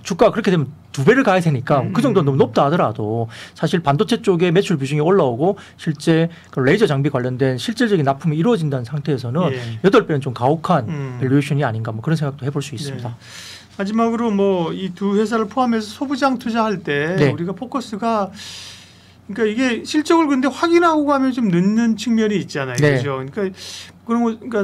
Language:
Korean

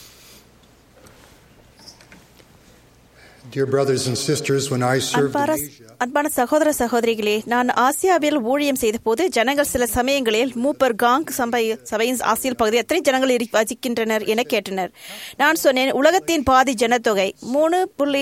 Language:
Tamil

